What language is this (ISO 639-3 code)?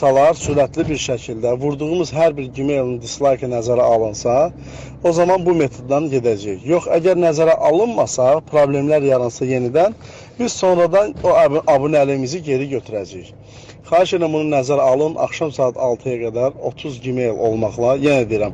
aze